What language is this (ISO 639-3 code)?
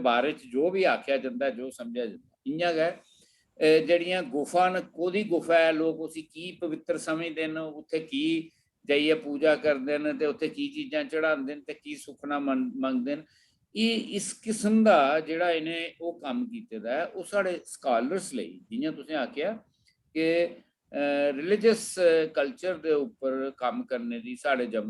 doi